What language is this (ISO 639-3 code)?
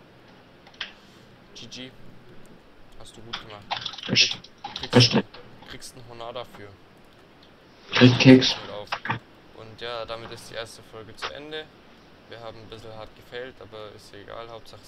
deu